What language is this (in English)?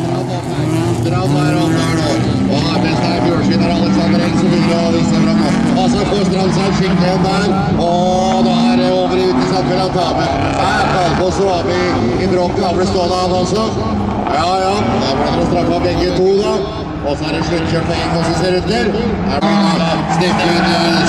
Norwegian